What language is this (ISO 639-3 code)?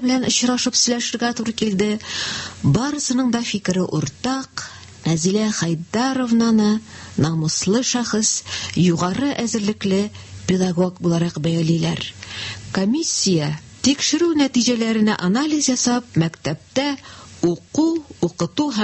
tat